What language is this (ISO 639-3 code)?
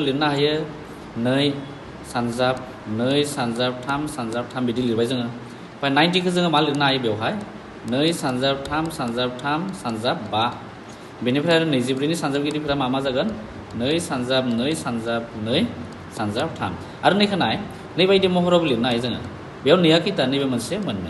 brx